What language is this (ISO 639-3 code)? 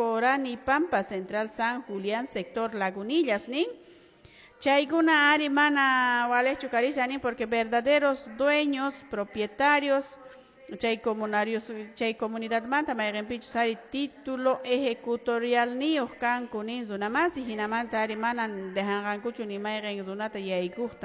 que